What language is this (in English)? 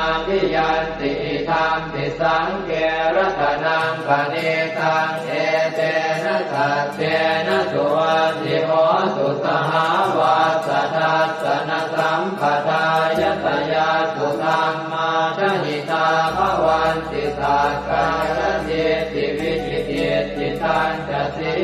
Pali